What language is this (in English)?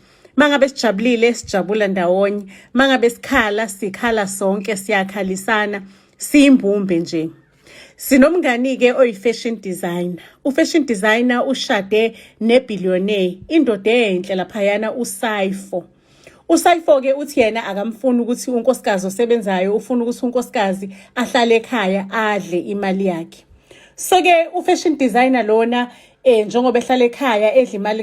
Zulu